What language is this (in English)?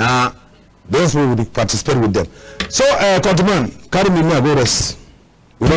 Cameroon Pidgin